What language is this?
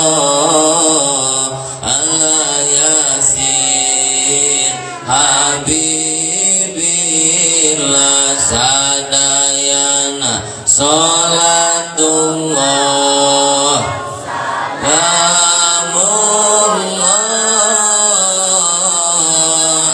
Sundanese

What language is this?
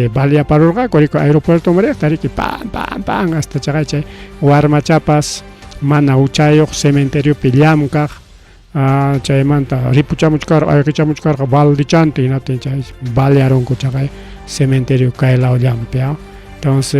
Ayacucho Quechua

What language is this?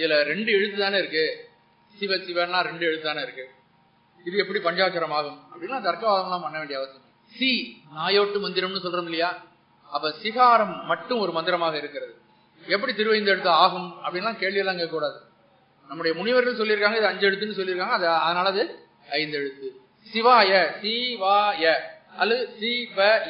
Tamil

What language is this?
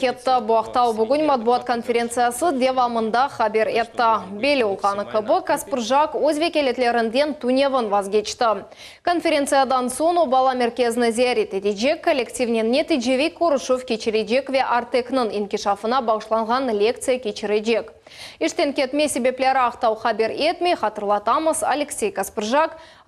Crimean Tatar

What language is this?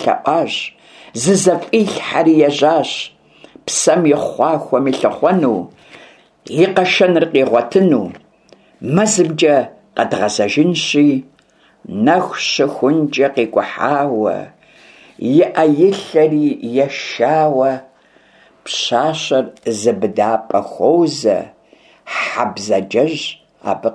Kabardian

